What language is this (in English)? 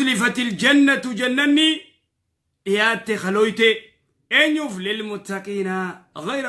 Oromo